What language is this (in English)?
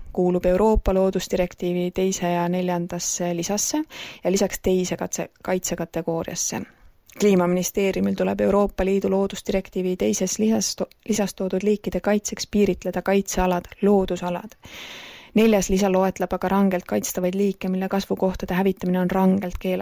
Estonian